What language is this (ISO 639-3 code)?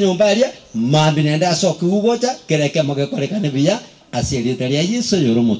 guz